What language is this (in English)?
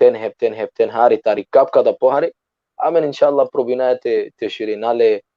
Balkan Romani